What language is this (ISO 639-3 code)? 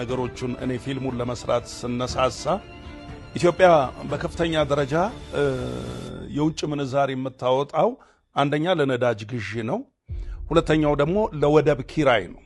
amh